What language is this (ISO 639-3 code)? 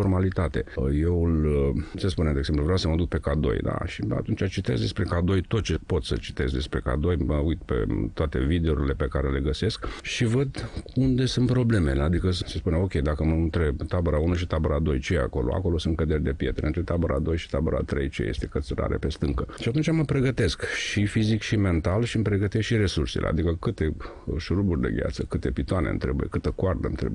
ron